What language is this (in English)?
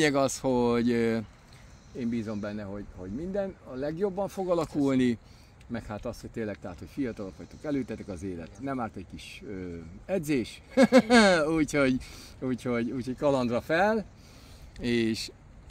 Hungarian